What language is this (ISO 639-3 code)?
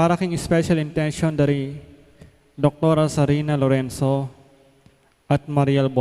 pam